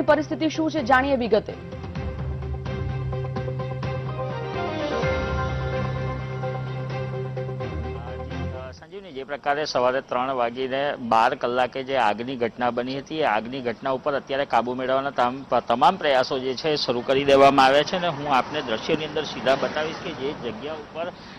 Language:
Gujarati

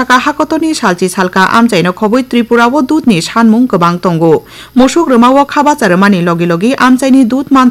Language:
Kok Borok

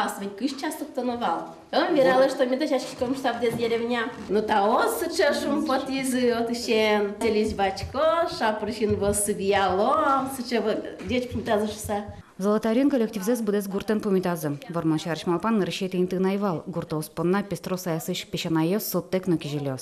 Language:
Udmurt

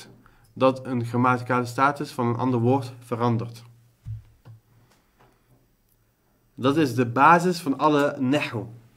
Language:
Dutch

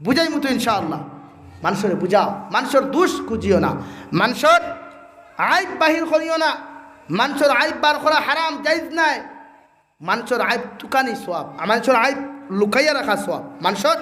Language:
Sylheti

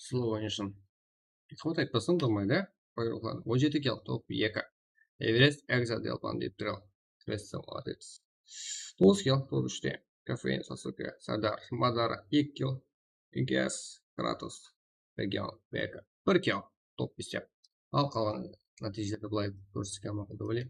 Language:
Kara-Kalpak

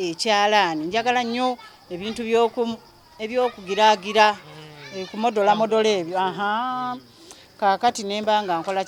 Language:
Ganda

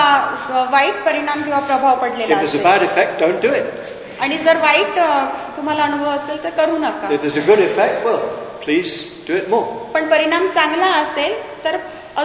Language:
Marathi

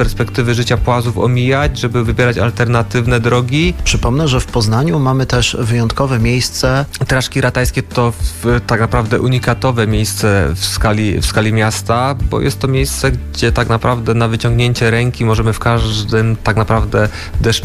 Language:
Polish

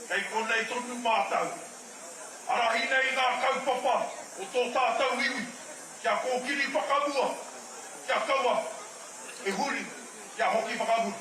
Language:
Māori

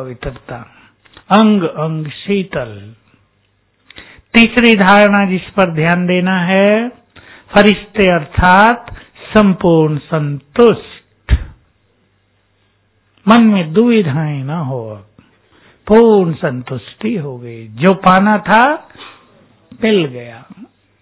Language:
Hindi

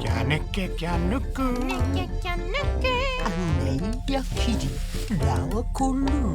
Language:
Māori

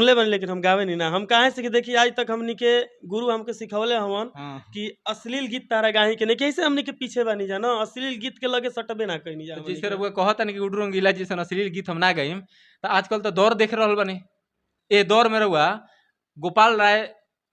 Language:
Bhojpuri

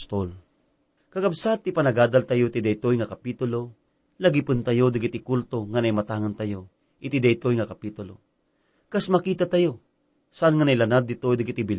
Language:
Iloko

